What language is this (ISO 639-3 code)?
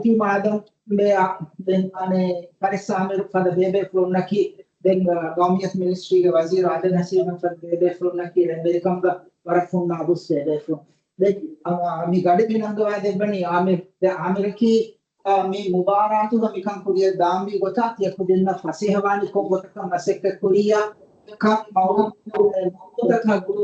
div